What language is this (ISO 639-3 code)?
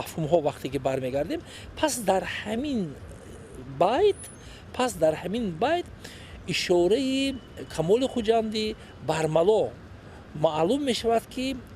tgk